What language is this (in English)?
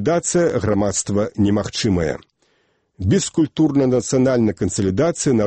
Belarusian